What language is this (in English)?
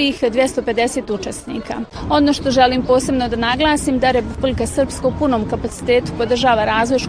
Bosnian